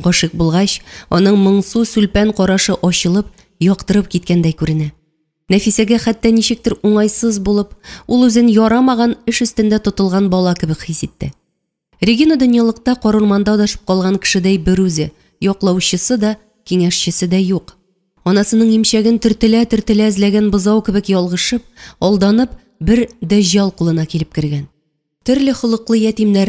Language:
Tatar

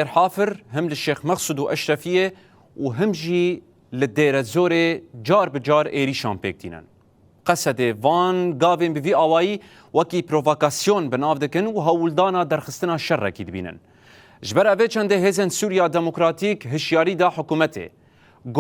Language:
Kurdish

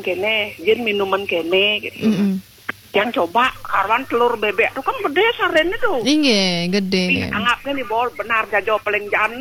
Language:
Balinese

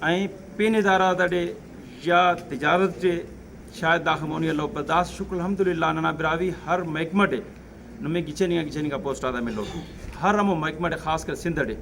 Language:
Brahui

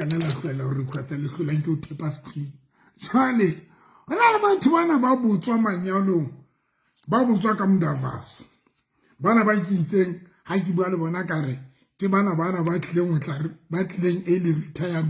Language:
Southern Sotho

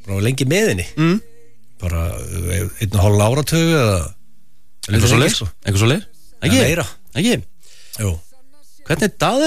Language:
Icelandic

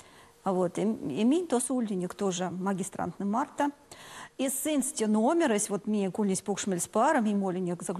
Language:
Erzya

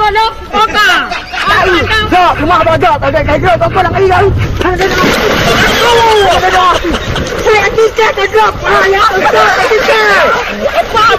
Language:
Achinese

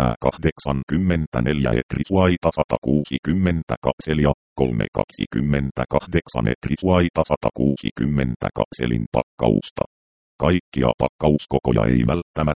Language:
Finnish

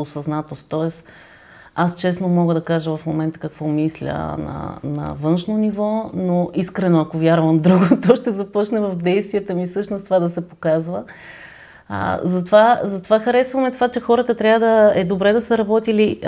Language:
Bulgarian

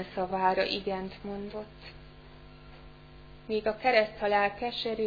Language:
Hungarian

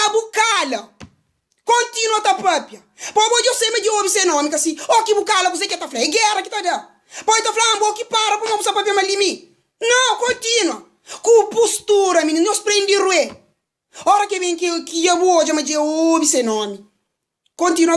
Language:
Kabuverdianu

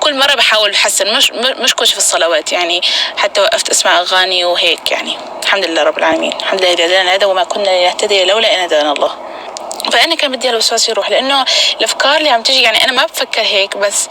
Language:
North Levantine Arabic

